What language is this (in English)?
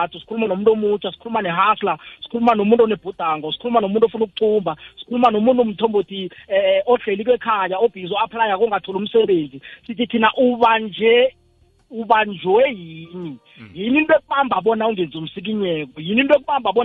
South Ndebele